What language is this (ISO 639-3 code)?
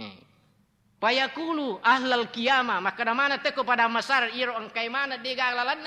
bug